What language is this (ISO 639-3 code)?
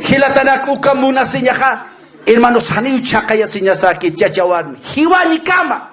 aym